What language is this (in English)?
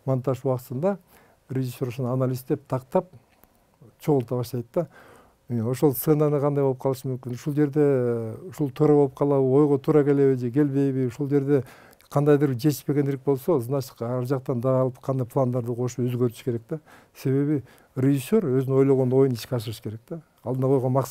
Kyrgyz